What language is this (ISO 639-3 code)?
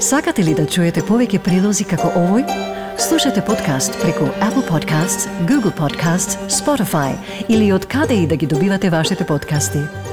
mkd